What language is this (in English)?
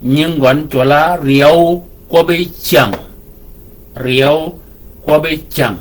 Shilluk